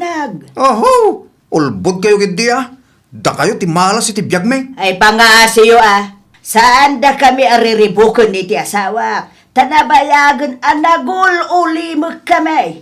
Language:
Iloko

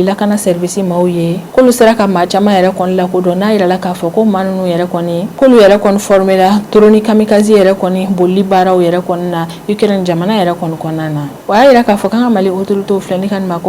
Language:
Bambara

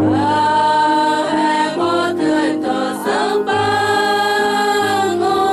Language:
Central Mnong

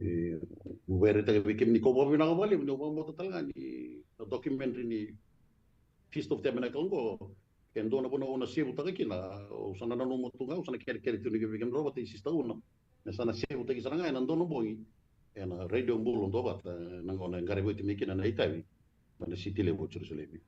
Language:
Fijian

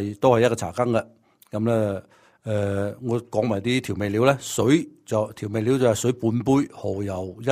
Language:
Cantonese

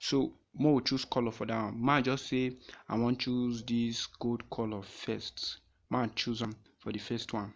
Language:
Nigerian Pidgin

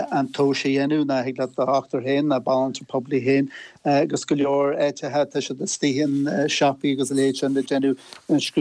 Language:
Irish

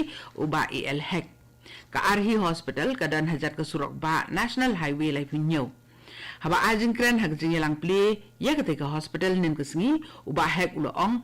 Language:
Khasi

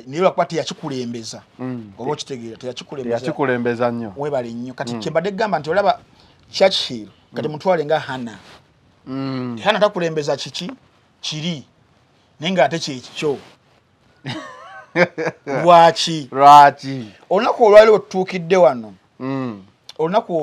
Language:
Ganda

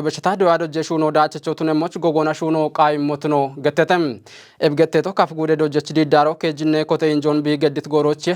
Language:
Kafa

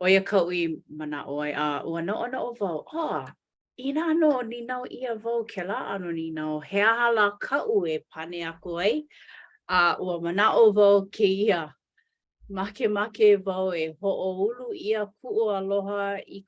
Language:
Hawaiian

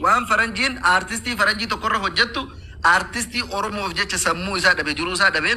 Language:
Oromo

